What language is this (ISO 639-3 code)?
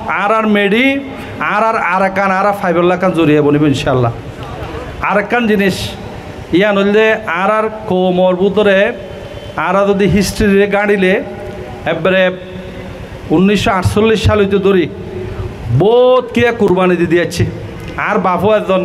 rhg